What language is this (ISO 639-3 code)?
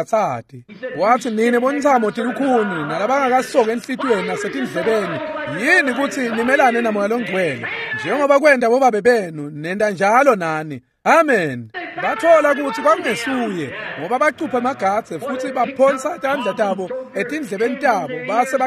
ssw